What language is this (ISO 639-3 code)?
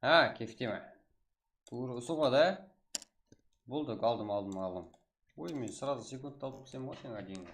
kaa